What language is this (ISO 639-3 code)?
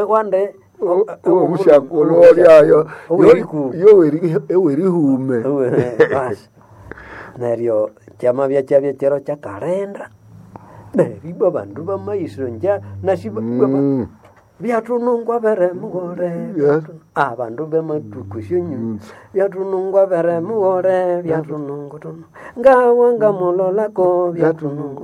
nnb